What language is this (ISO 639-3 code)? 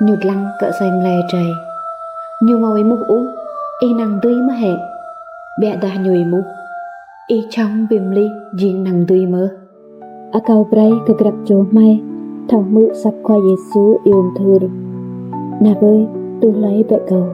rad